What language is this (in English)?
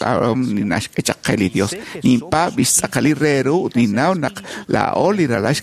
Kekchí